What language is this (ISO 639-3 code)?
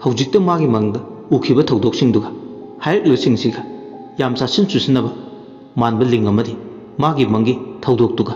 mni